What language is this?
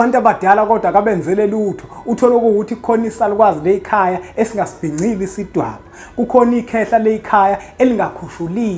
Zulu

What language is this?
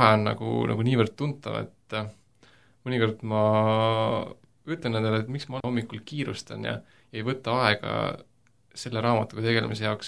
Estonian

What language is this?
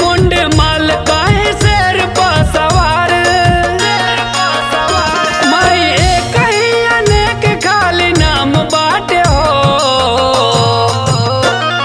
Bhojpuri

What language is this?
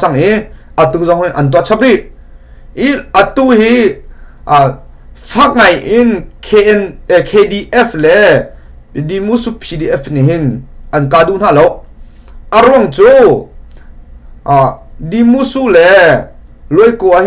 Hakha Chin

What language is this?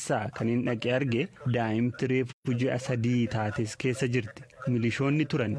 Oromo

